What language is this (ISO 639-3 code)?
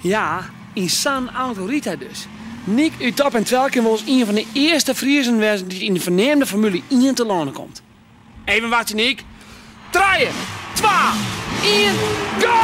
fry